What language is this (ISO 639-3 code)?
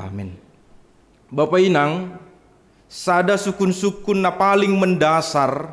bts